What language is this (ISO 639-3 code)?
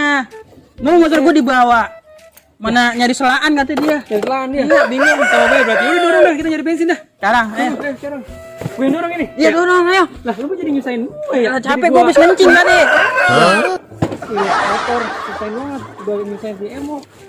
bew